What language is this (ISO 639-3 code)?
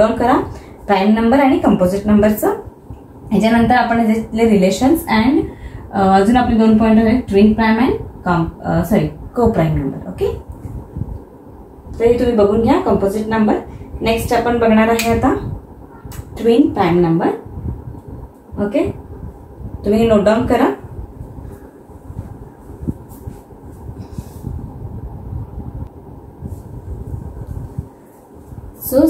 mar